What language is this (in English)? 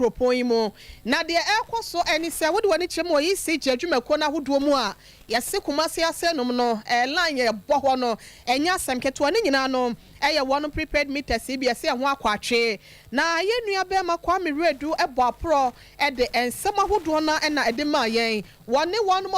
Akan